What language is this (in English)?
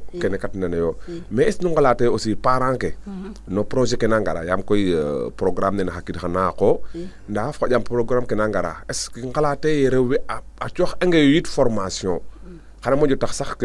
Serer